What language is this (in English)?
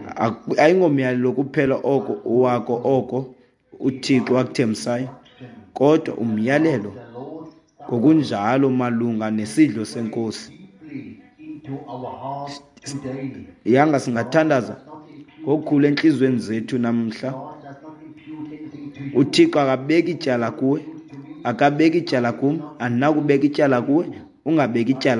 Xhosa